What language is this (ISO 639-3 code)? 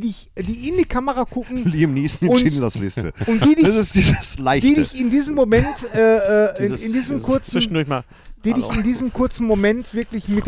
deu